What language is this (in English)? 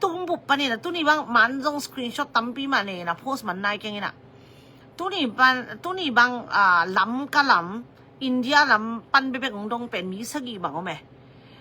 Tedim Chin